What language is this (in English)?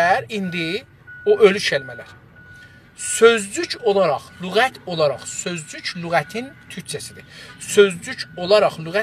South Azerbaijani